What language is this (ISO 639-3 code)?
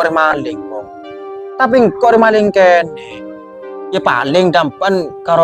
mad